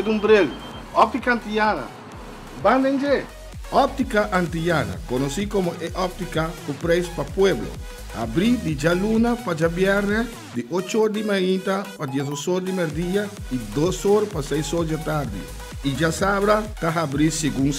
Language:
Papiamento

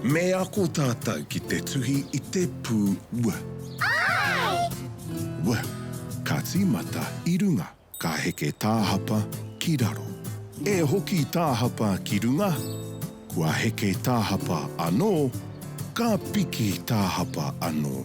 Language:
Māori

